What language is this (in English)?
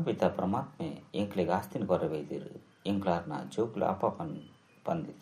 Tulu